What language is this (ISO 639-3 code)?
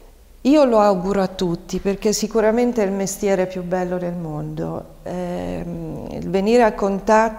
ita